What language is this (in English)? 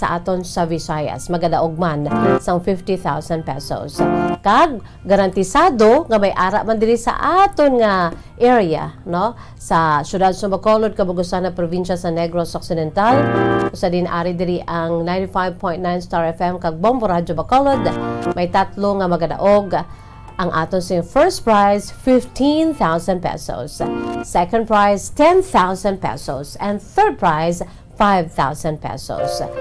Hiligaynon